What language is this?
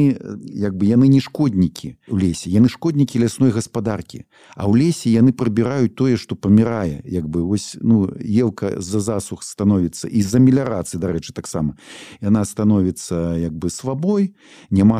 Belarusian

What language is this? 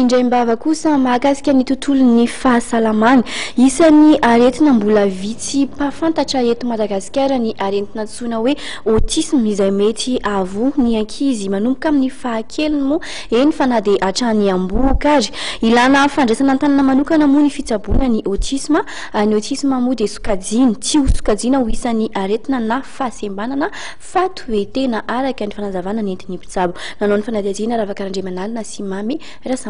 Malagasy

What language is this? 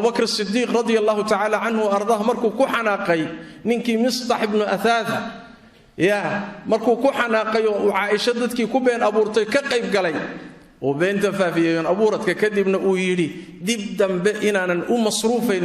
Somali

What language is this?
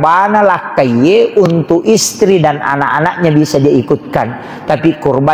Buginese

